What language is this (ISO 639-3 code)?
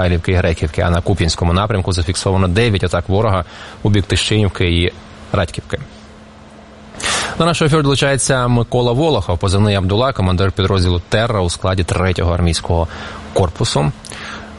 ukr